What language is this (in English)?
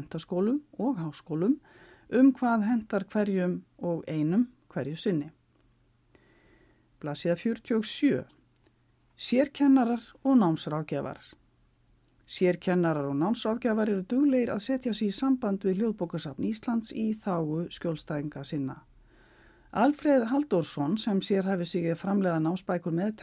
Icelandic